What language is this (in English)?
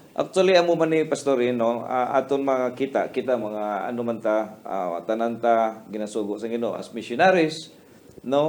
Hiligaynon